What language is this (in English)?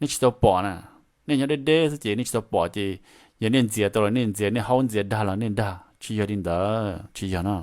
Hmong